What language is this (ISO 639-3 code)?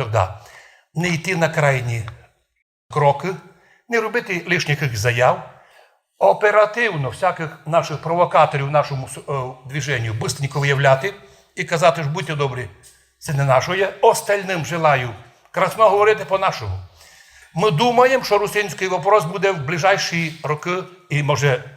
rue